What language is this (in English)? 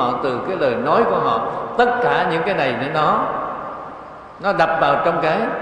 Vietnamese